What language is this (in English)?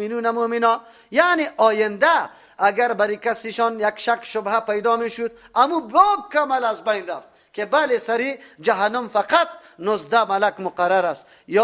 Persian